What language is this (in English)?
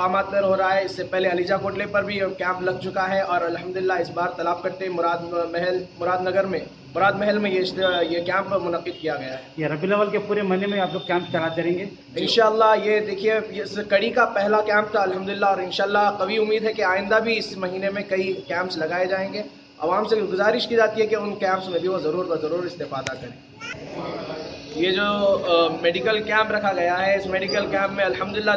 Urdu